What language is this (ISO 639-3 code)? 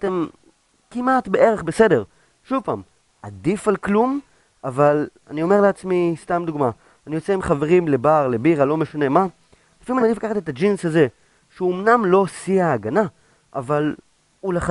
heb